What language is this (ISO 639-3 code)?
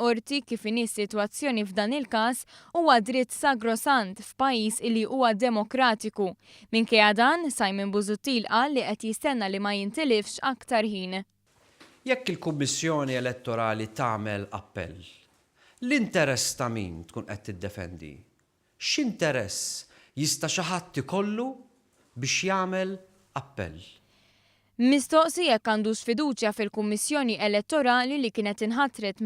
mlt